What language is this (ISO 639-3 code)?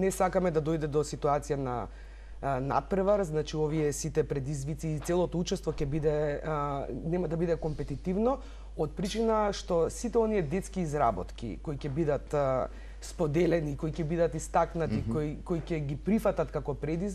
mkd